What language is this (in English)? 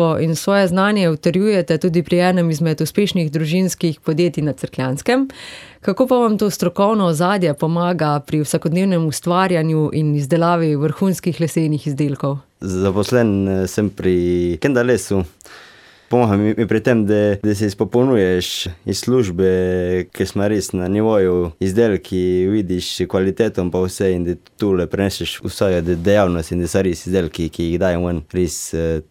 Slovenian